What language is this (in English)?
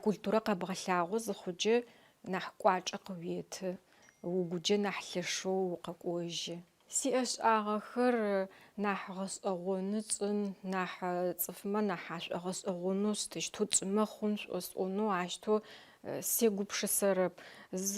Adyghe